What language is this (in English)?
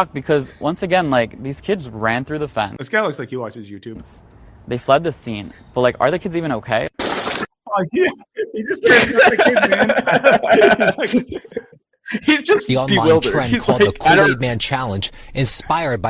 English